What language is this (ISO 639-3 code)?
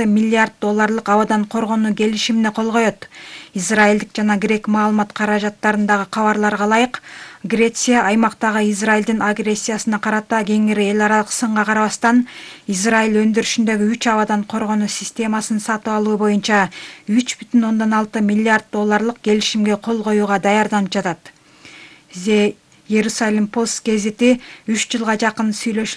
kir